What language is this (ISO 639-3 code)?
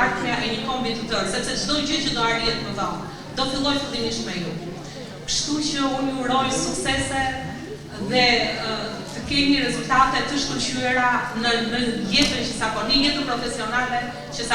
sqi